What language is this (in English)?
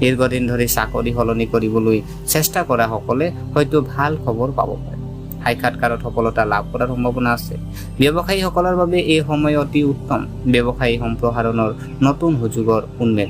Assamese